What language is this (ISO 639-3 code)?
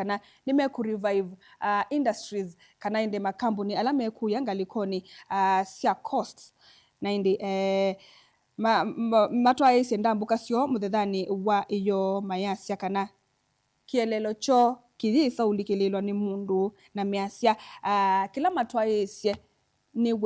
kam